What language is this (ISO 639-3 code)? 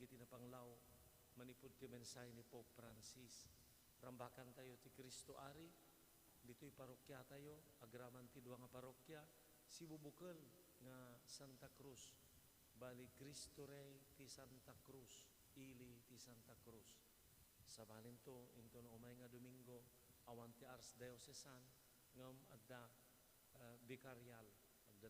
ilo